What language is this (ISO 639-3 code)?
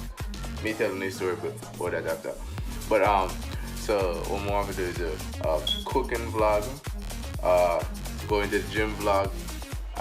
jam